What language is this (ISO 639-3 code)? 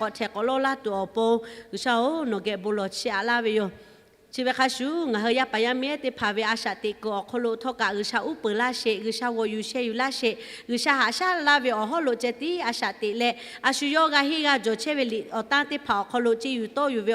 lhu